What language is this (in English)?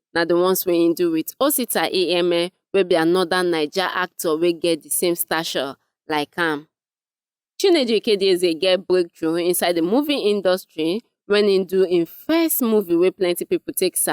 Nigerian Pidgin